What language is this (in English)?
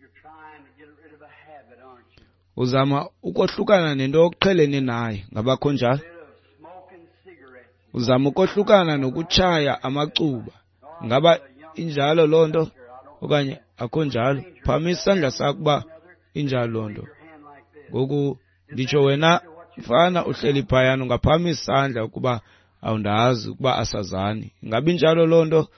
Xhosa